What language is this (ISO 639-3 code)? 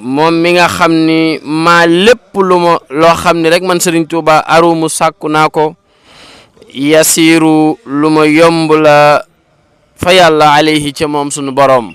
wol